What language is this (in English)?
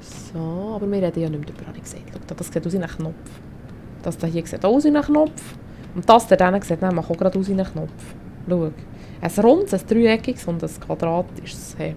Swiss German